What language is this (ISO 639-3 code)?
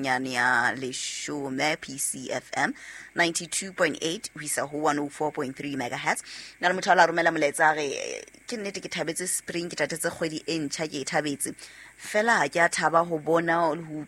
sot